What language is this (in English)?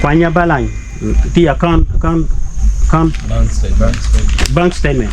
Acoli